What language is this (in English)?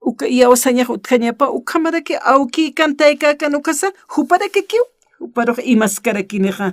Aymara